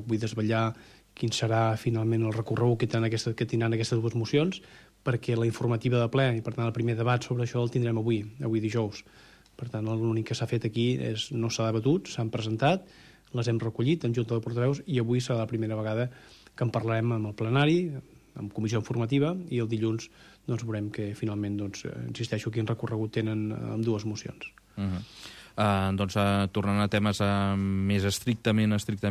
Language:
Catalan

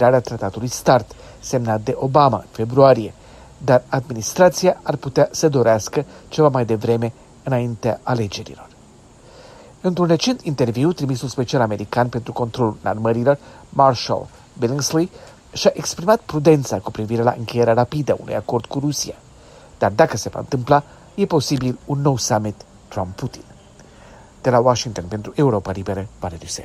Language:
Romanian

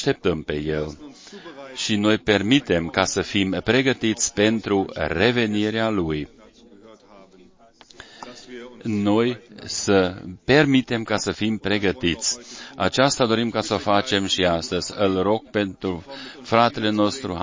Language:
Romanian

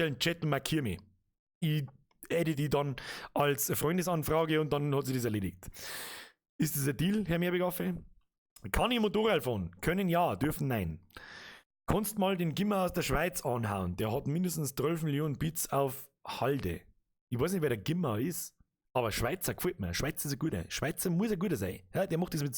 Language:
Bavarian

